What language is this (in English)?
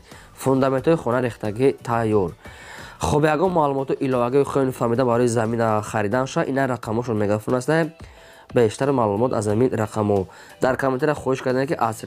Tajik